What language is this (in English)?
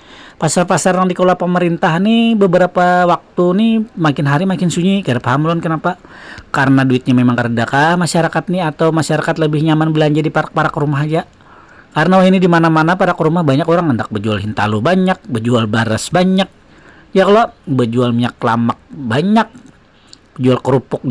Banjar